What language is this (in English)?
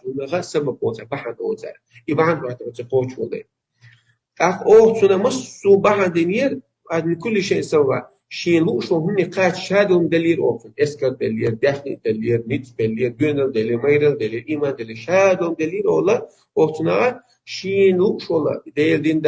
Chechen